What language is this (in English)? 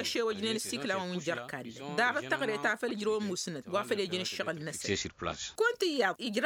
Tamasheq